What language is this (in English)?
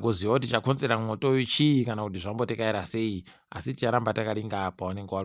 Ndau